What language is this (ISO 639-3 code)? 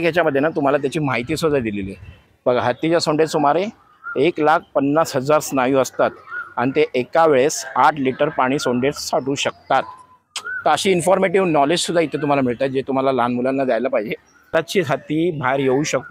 mar